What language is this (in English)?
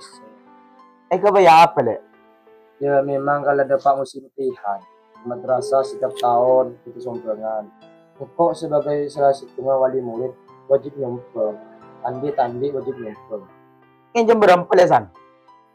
Madurese